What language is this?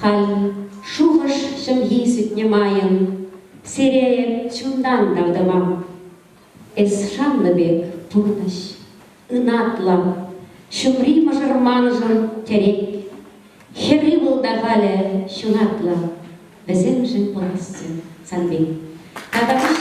Chuvash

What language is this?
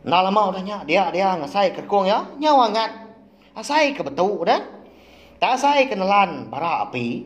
Iban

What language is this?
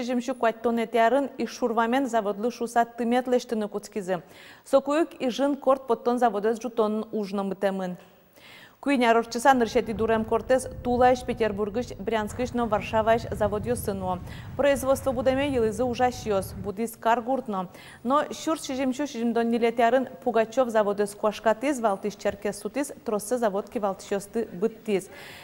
Udmurt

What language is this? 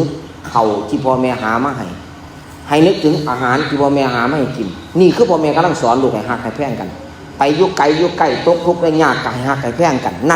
Northeastern Thai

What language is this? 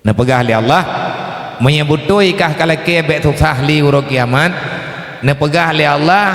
Achinese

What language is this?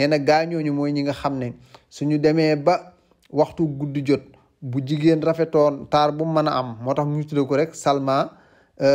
Wolof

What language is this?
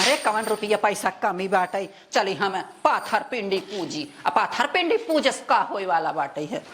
Awadhi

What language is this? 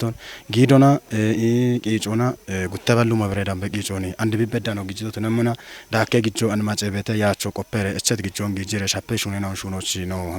Kafa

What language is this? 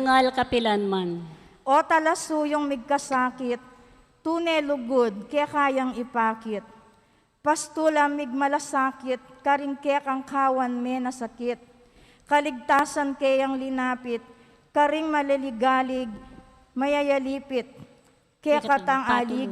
Pampanga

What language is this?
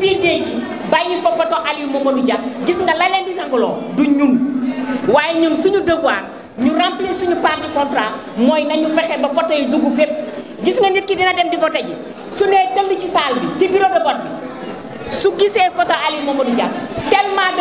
Wolof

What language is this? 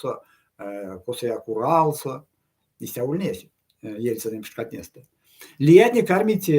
Erzya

